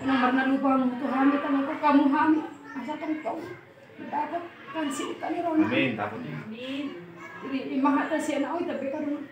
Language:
Batak Toba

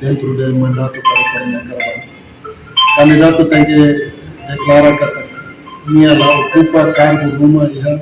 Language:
Tetum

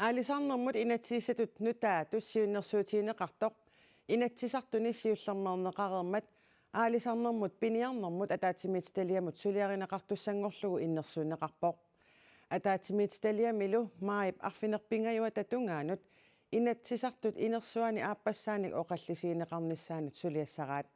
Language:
Kalaallisut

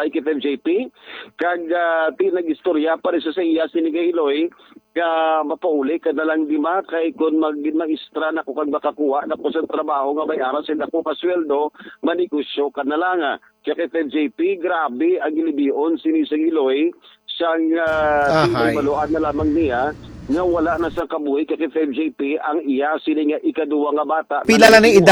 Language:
Hiligaynon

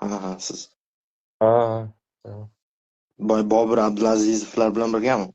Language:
Uzbek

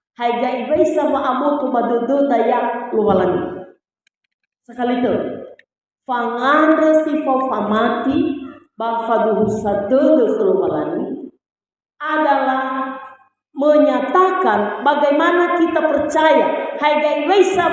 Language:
Nias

